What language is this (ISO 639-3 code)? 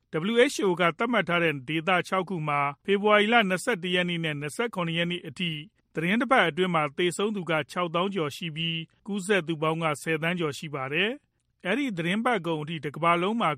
mya